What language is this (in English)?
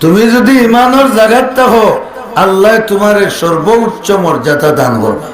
Sylheti